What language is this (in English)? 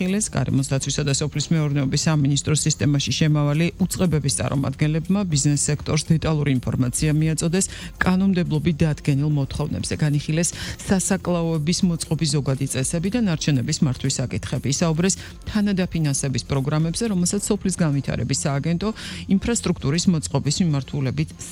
Georgian